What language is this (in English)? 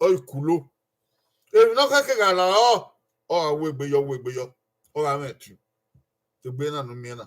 Bini